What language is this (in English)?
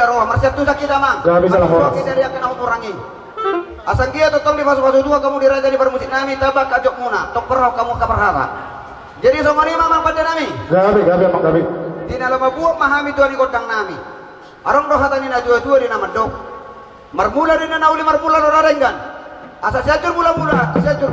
Batak Toba